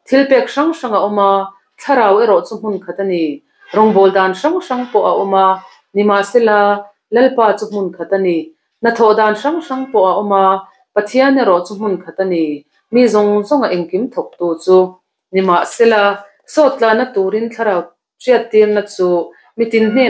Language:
Mizo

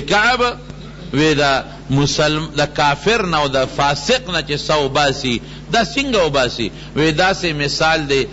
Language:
Pashto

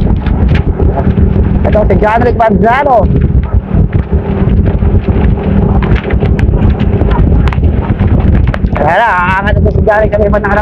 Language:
Filipino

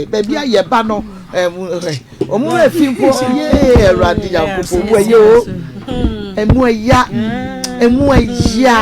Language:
Akan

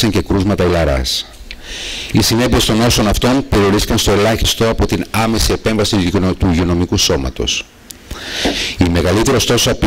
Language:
Greek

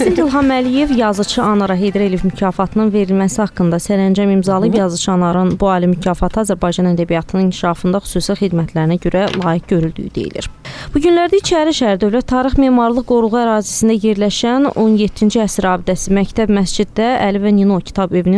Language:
Azerbaijani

